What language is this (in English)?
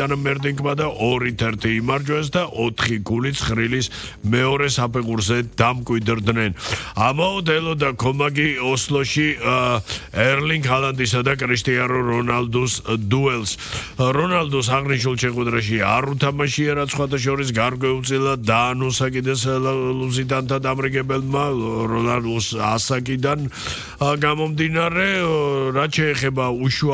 Georgian